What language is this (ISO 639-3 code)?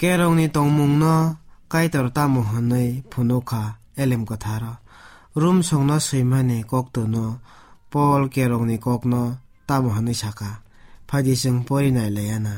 trp